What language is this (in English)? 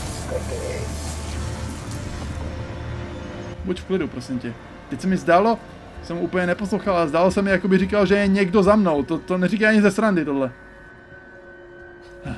Czech